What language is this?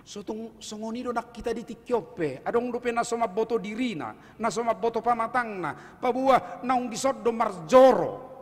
Batak Toba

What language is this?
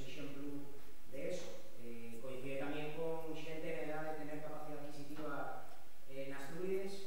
Asturian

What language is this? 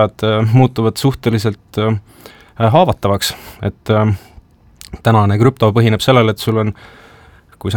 Estonian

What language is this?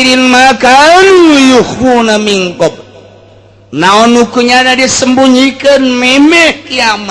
Sundanese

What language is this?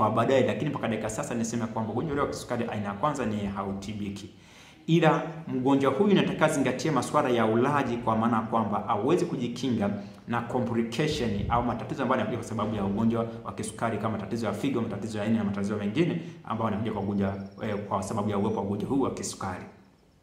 Swahili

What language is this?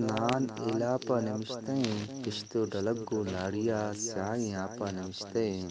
Eastern Balochi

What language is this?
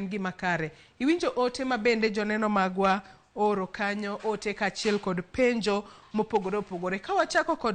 Luo (Kenya and Tanzania)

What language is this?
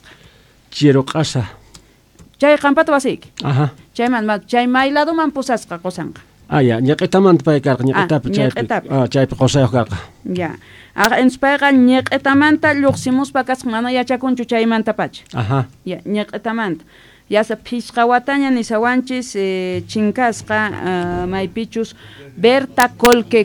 Quechua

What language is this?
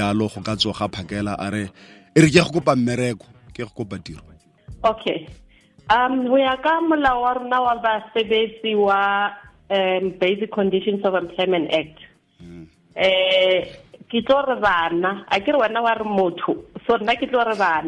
Southern Sotho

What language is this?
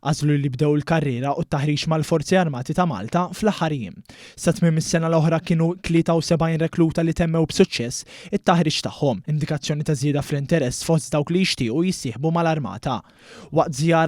Maltese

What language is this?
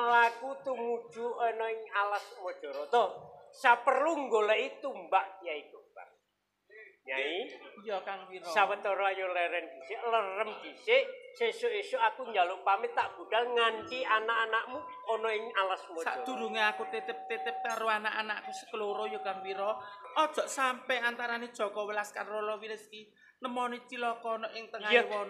Javanese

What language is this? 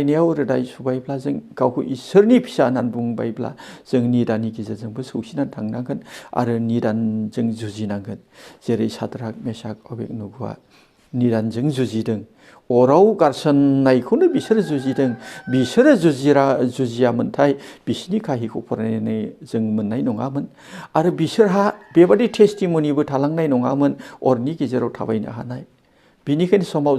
Bodo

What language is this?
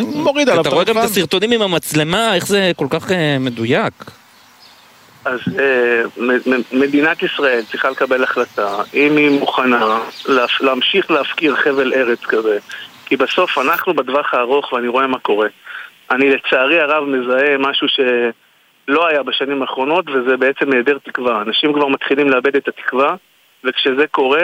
Hebrew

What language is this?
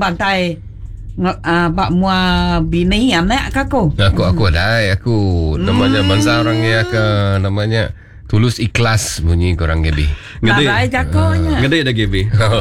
Iban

